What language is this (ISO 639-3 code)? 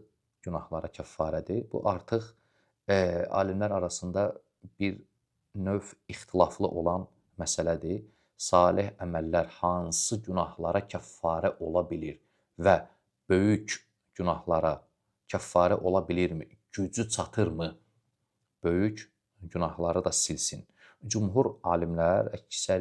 aze